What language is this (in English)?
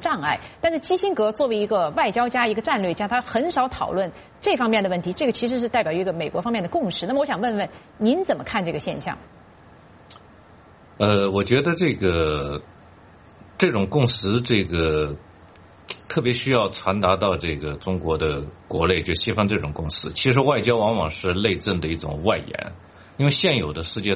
Chinese